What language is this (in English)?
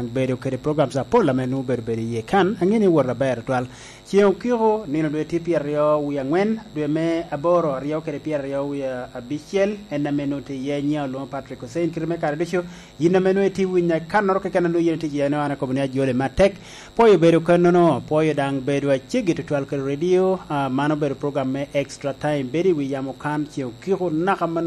Lango (Uganda)